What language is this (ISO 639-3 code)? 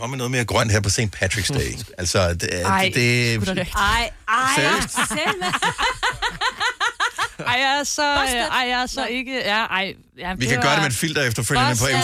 dan